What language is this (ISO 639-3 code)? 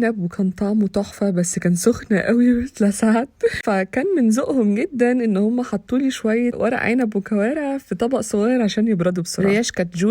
arz